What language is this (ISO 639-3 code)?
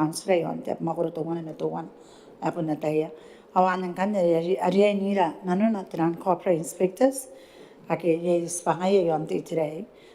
gil